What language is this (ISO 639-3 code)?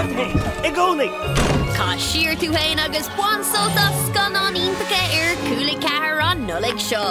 gle